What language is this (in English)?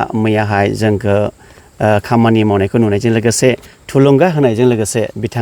Bodo